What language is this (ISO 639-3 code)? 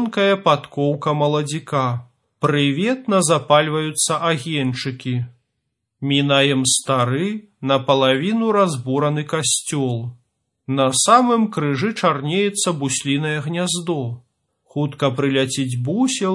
bel